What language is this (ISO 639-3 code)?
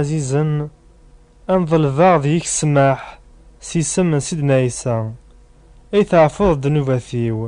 kab